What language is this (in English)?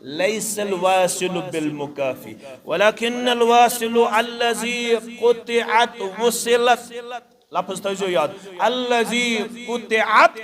Kashmiri